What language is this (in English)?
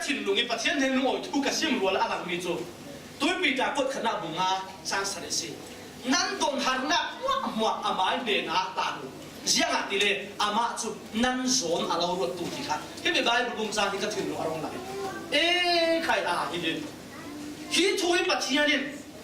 Falam Chin